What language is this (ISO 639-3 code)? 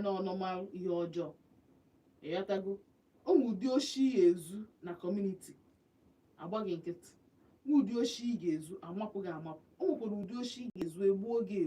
ibo